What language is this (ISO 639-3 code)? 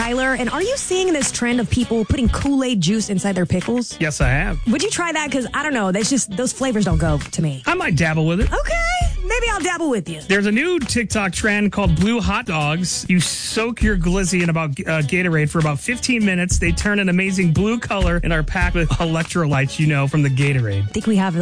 eng